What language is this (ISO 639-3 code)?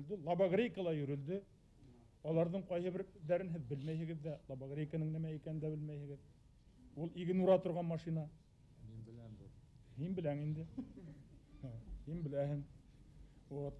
bak